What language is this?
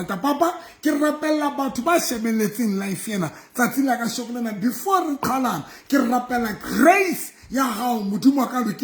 Southern Sotho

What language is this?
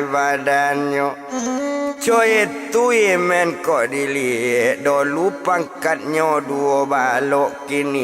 Minangkabau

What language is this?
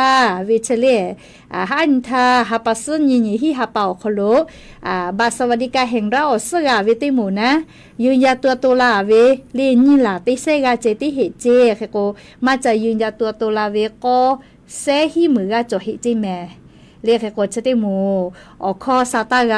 Lahu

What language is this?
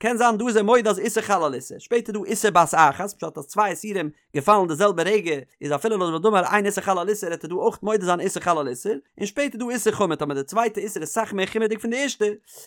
Yiddish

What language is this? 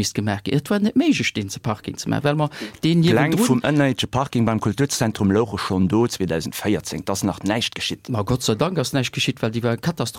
Luxembourgish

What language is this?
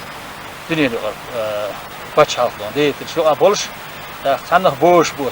Chechen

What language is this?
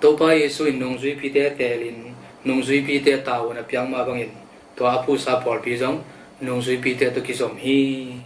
Tedim Chin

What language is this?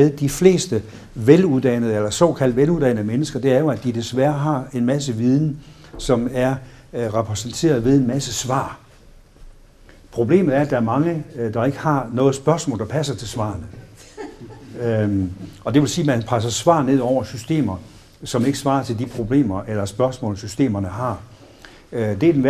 Danish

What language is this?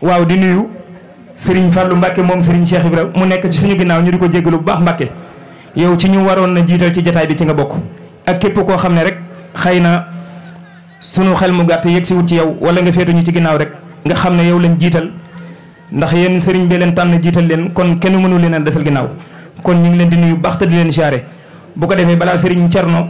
Wolof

